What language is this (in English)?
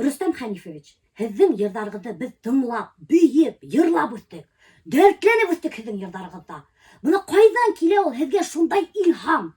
Bashkir